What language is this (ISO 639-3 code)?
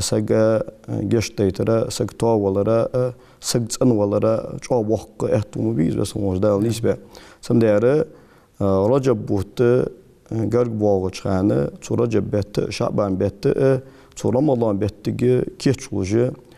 inh